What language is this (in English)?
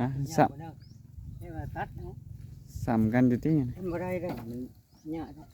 Northeastern Thai